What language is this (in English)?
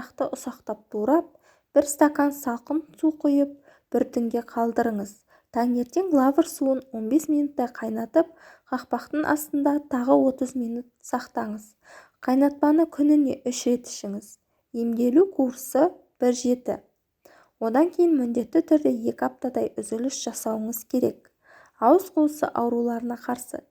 Kazakh